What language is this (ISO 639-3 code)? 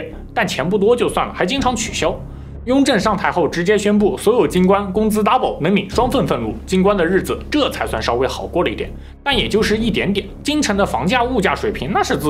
zho